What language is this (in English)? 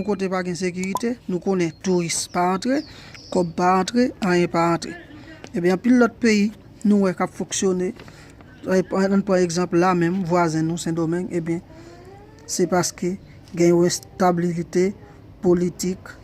Haitian Creole